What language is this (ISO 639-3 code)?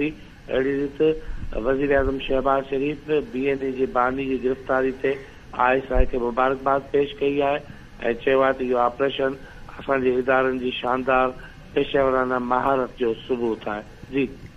snd